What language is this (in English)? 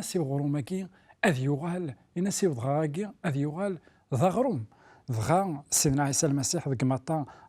Kabyle